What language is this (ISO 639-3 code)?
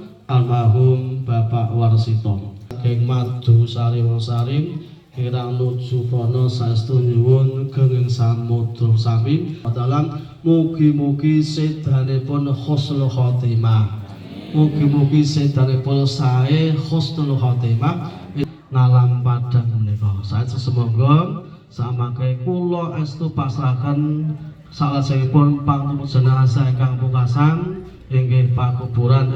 jav